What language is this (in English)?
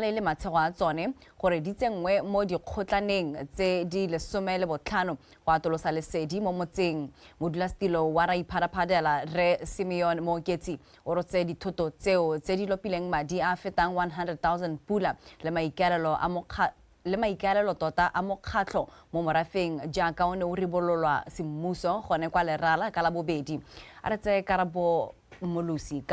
Tswana